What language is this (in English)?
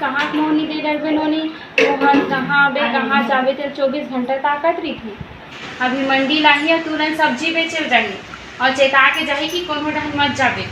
Chhattisgarhi